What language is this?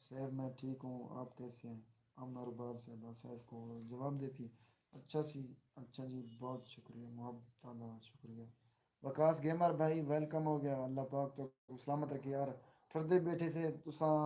Saraiki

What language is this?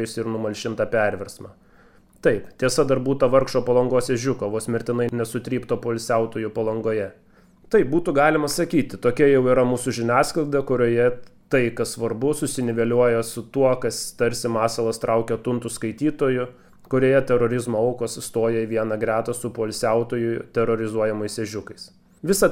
Lithuanian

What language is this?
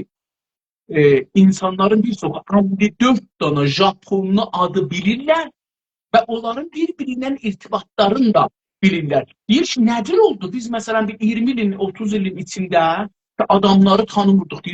South Azerbaijani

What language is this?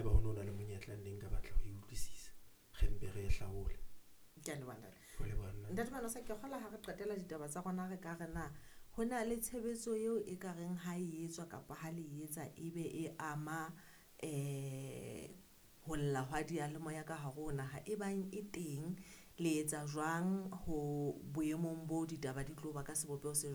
Southern Sotho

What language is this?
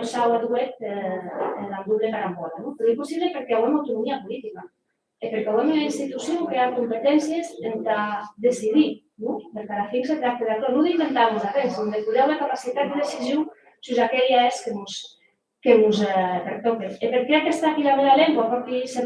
Occitan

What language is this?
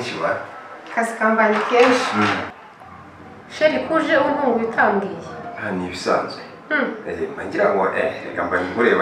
Kinyarwanda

